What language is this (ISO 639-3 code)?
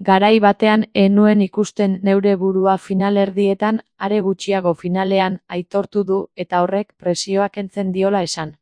eus